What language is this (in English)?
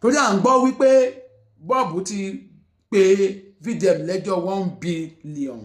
Yoruba